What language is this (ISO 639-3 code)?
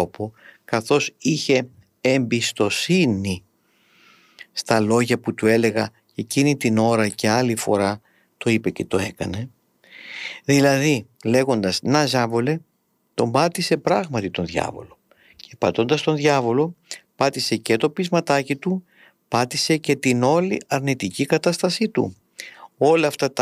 ell